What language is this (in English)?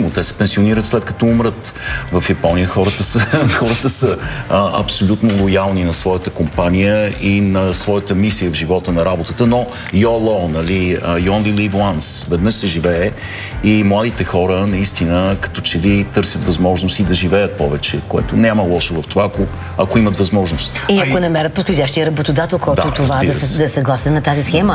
Bulgarian